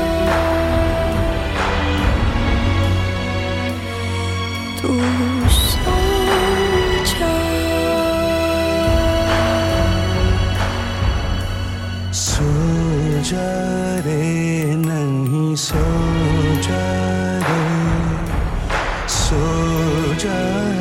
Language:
Hindi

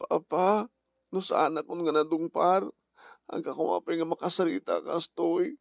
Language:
Iloko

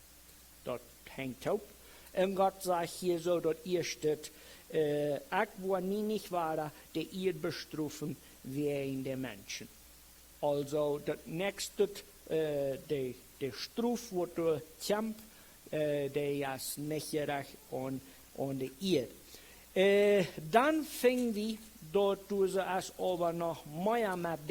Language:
Plautdietsch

